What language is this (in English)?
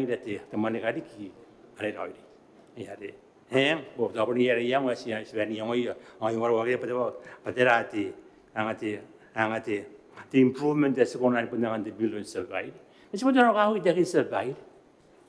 Gilbertese